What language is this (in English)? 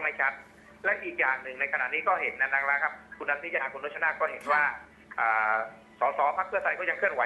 Thai